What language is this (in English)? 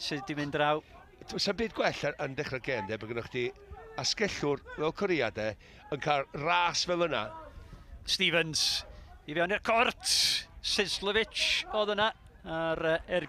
Welsh